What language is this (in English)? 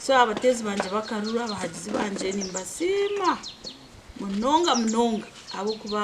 Nyankole